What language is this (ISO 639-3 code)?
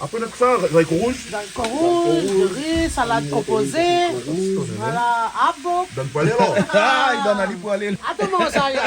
rcf